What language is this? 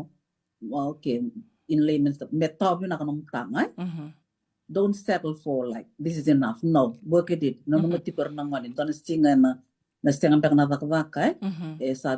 Fijian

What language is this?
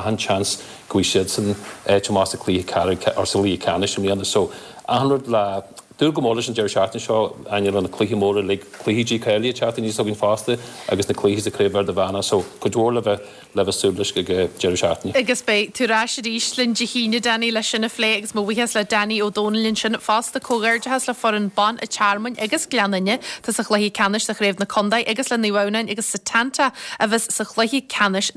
Irish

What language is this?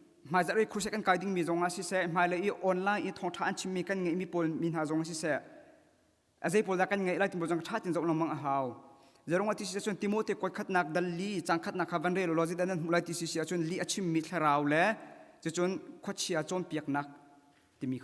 Hakha Chin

